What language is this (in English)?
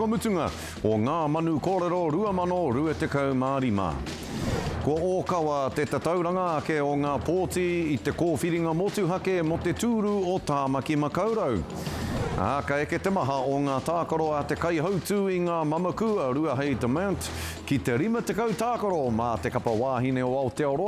Māori